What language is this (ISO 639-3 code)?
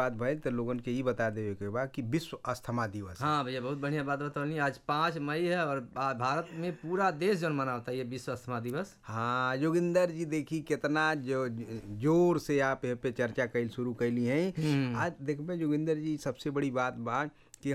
bho